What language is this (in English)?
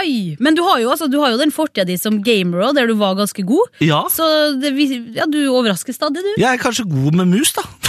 Norwegian